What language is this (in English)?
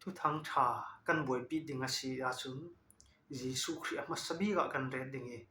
Falam Chin